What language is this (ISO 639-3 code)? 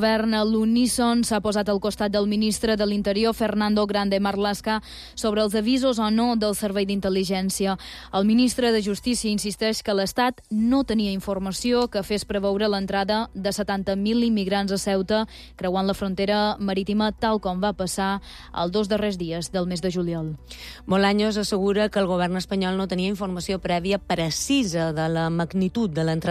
cat